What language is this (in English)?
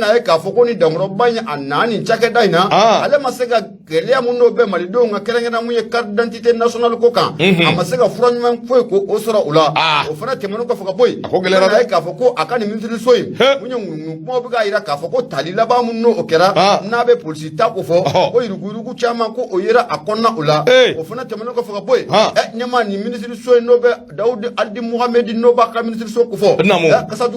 Bambara